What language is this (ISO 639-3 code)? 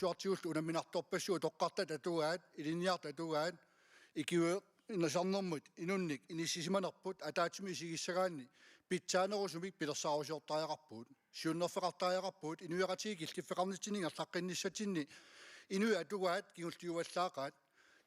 kal